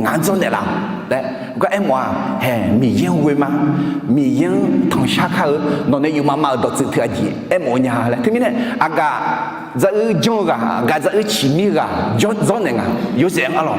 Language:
Akha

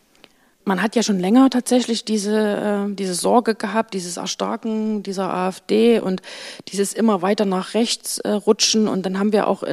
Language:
German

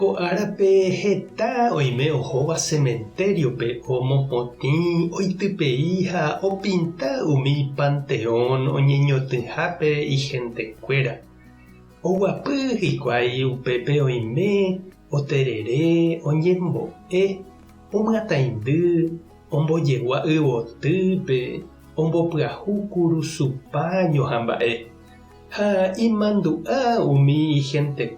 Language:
Guarani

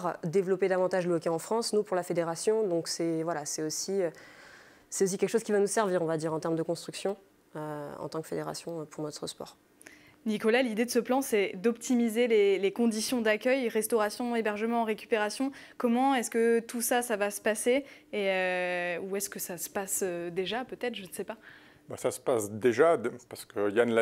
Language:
French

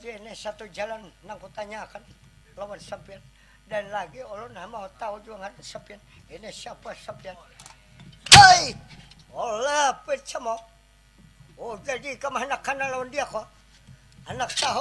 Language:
Banjar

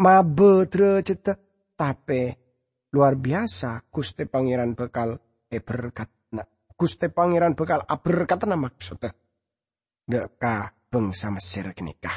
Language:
Madurese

